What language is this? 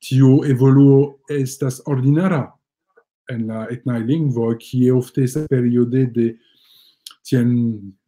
Esperanto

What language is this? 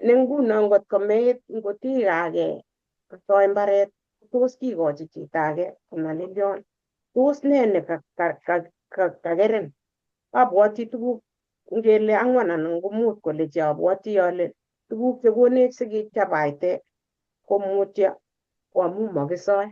Kalenjin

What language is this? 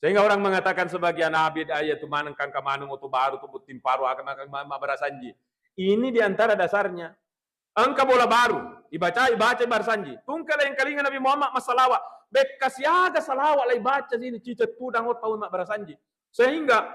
Buginese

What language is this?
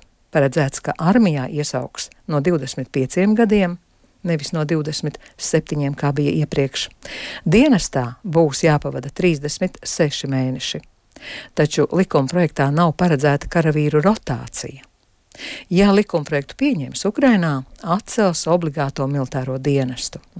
Latvian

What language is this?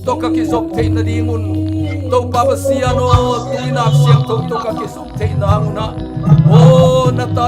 Tedim Chin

